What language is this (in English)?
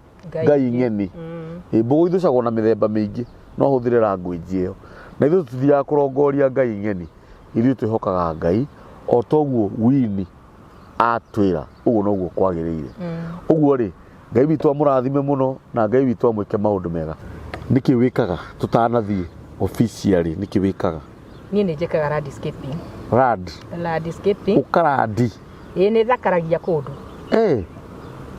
Kikuyu